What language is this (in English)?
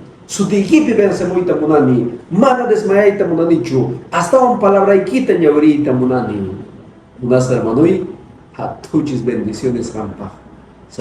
Quechua